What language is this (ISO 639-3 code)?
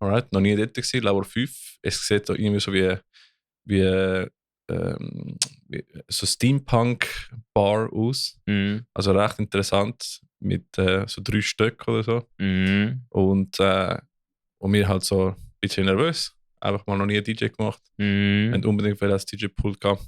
gsw